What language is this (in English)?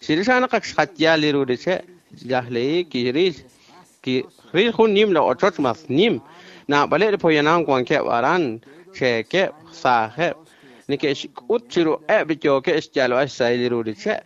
Kekchí